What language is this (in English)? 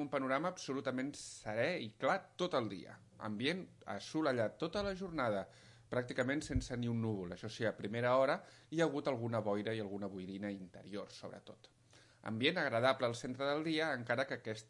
Catalan